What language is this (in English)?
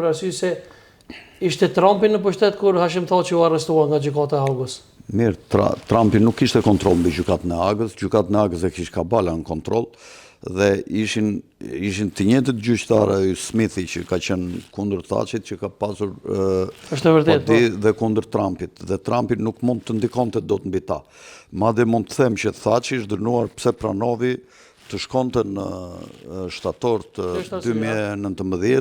Albanian